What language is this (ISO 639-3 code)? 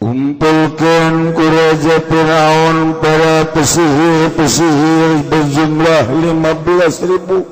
sun